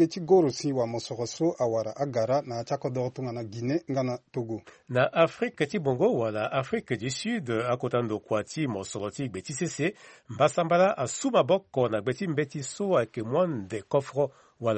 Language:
Sango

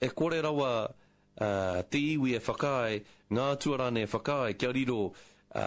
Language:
Māori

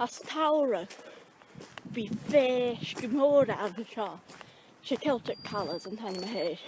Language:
Scottish Gaelic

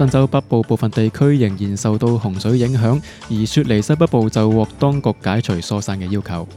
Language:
Cantonese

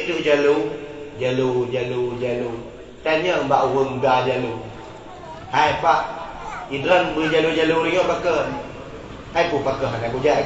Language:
Achinese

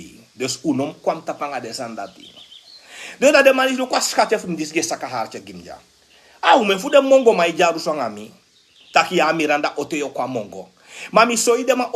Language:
Sranan Tongo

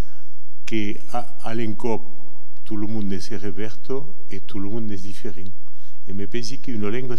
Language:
Occitan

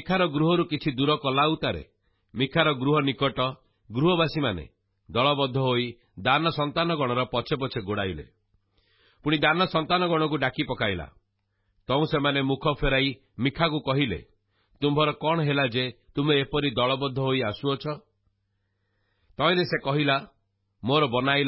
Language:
Odia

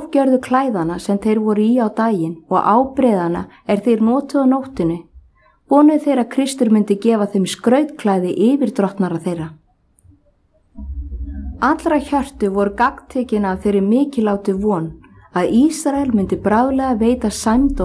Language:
Icelandic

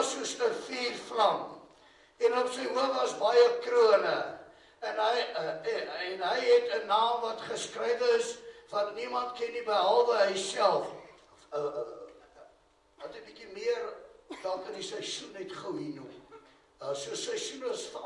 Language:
Afrikaans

